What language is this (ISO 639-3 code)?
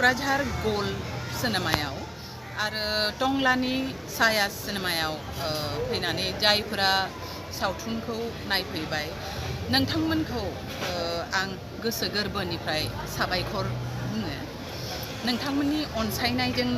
brx